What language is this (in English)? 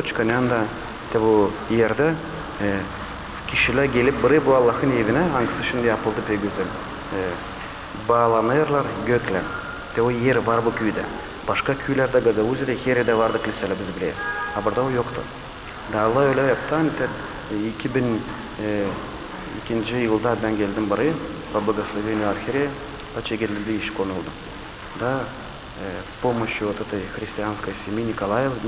Gagauz